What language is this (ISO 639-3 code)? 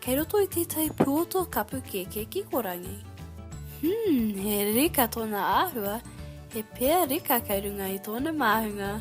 mri